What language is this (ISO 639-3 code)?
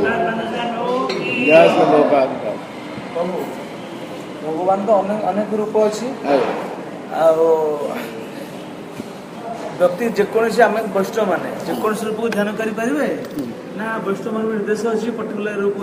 ori